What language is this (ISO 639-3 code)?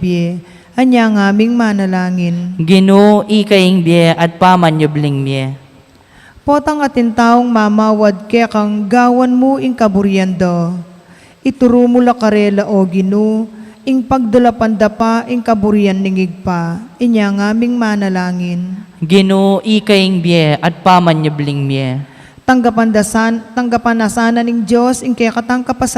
pam